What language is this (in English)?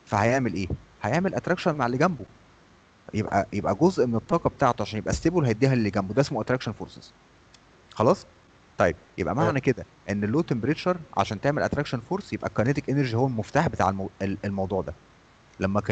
Egyptian Arabic